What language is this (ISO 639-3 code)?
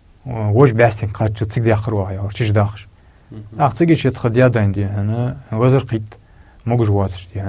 inh